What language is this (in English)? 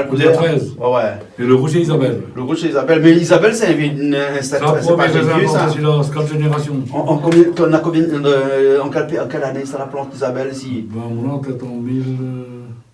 Réunion Creole French